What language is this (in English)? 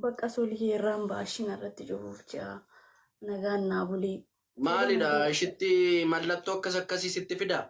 Oromo